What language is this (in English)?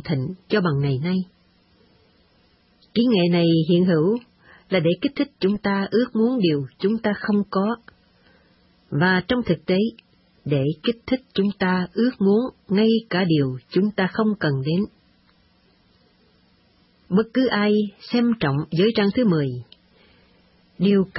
Vietnamese